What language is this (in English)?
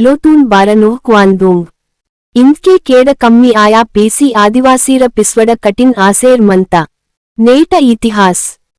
Gondi